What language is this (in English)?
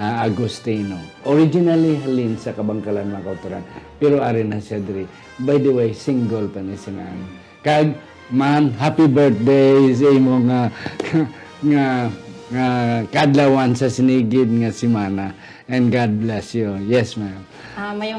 Hiligaynon